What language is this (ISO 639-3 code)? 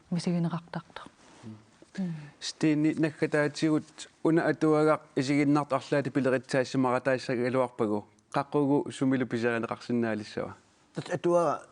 kal